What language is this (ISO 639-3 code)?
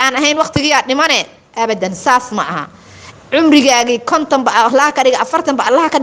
som